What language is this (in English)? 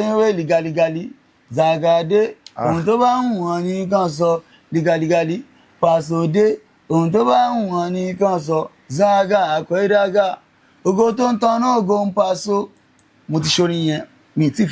Yoruba